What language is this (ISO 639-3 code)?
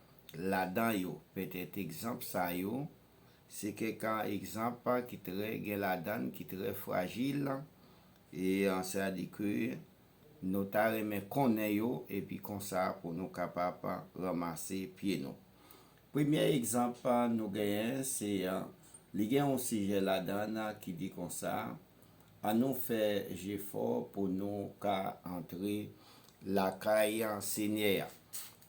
hat